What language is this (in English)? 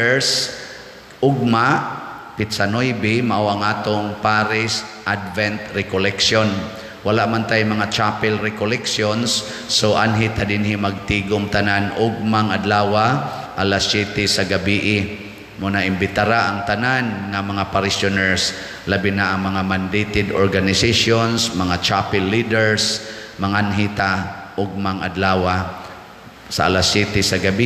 Cebuano